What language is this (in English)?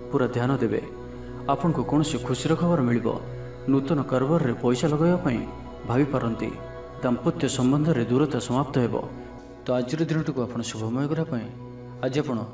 Odia